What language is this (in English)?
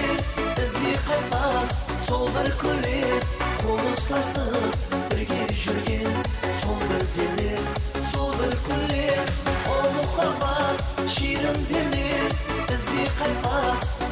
Kara-Kalpak